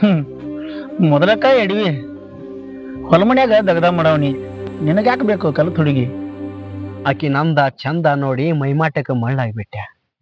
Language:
Kannada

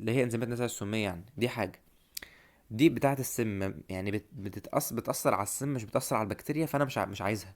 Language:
Egyptian Arabic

